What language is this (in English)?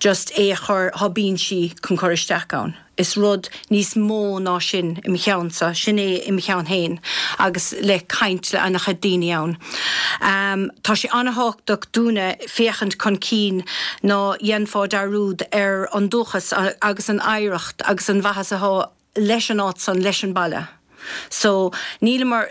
Irish